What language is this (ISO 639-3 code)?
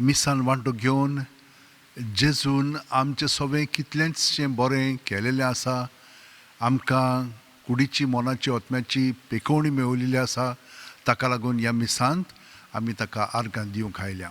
kok